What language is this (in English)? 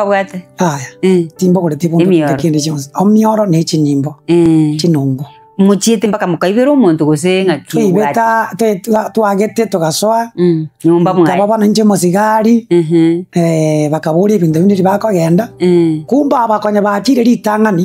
Gusii